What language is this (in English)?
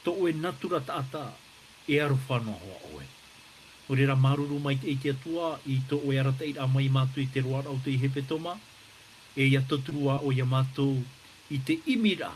Tahitian